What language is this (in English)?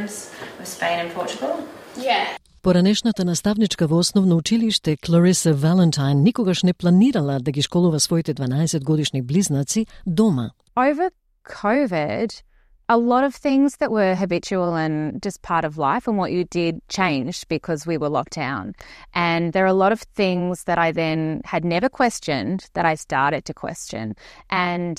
Macedonian